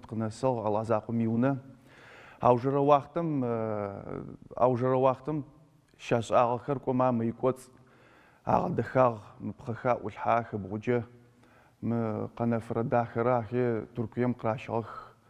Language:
Adyghe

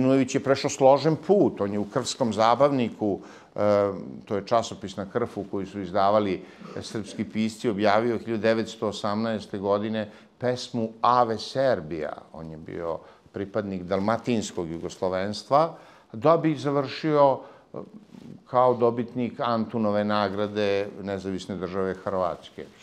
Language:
Serbian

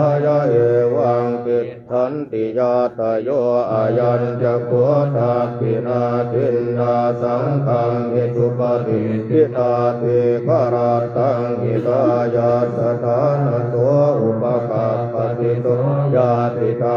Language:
Pali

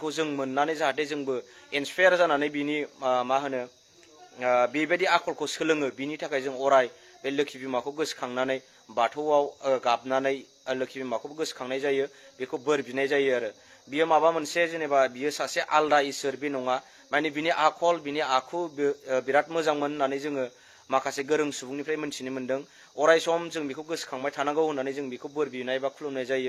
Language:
Bodo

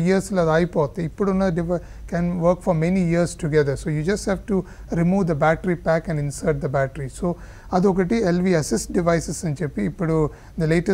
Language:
Telugu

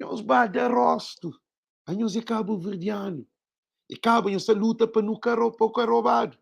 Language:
Kabuverdianu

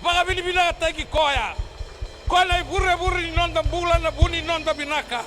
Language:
Fijian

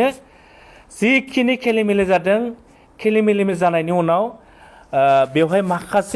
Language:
Bodo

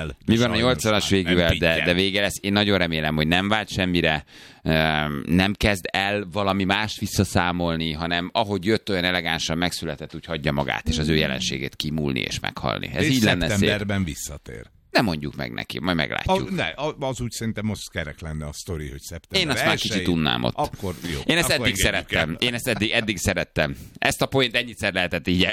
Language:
Hungarian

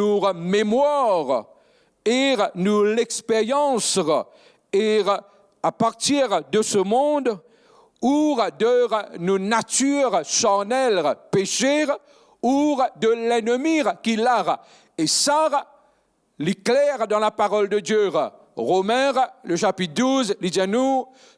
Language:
Morisyen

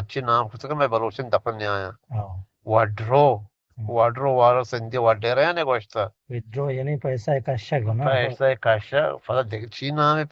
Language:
Eastern Balochi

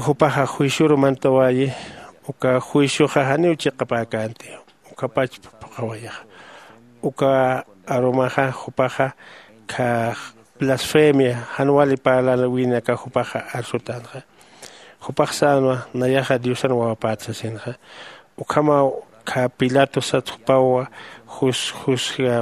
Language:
Aymara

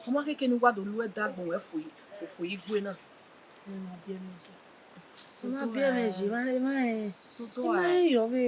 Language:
Bini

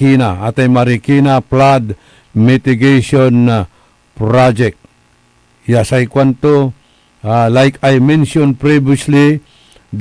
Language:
Pangasinan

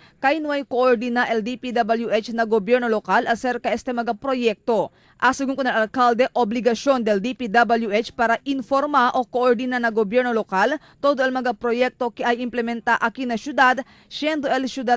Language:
Chavacano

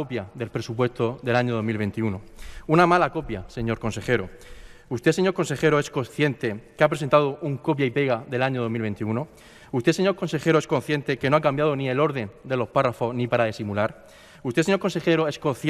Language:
Spanish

